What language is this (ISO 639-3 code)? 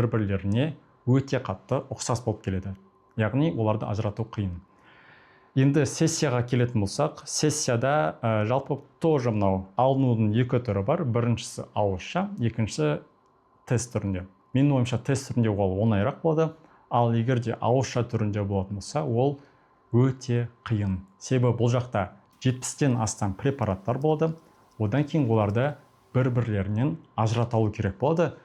kaz